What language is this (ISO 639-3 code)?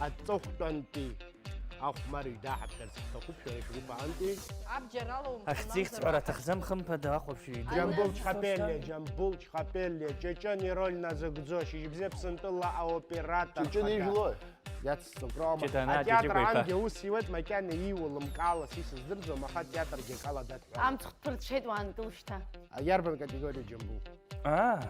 abk